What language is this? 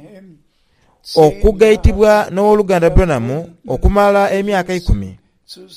Soga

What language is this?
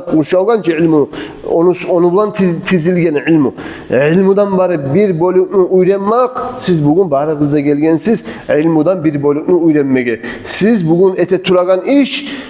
Kumyk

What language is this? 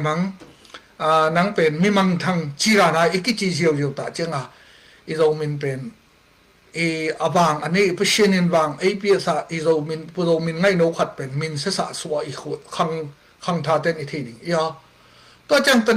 Tedim Chin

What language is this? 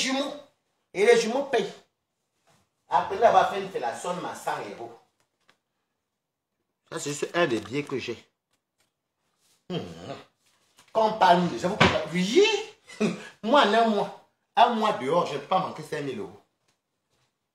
French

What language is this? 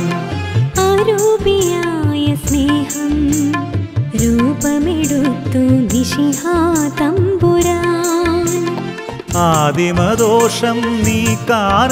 Malayalam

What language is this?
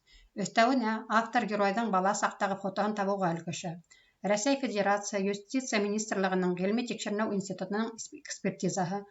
Bashkir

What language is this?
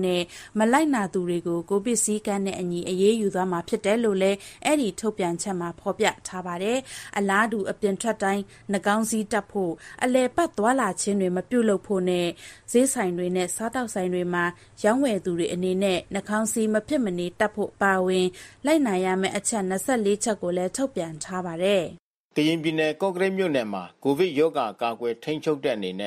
Burmese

